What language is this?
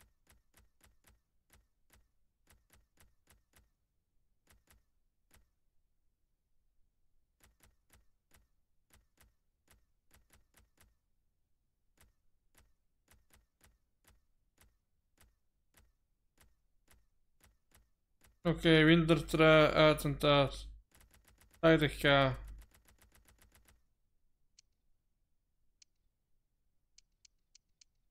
Dutch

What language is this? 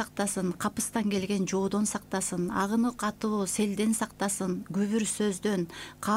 Kyrgyz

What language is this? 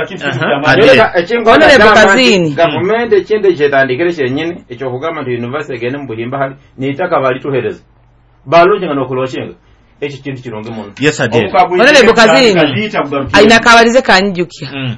Nyoro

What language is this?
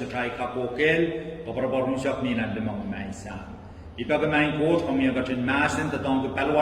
Pohnpeian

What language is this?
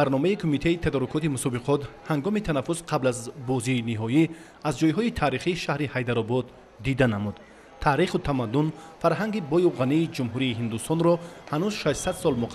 Tajik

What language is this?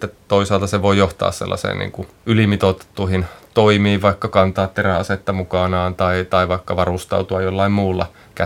Finnish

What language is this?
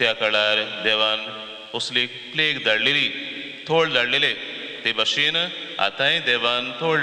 Konkani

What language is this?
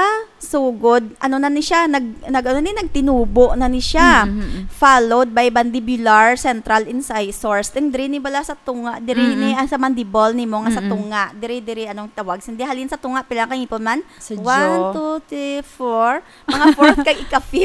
Hiligaynon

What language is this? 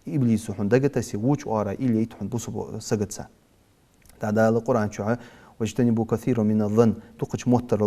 Ingush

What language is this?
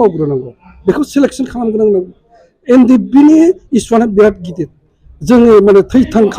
Bodo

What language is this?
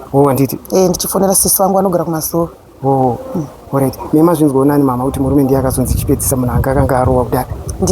Shona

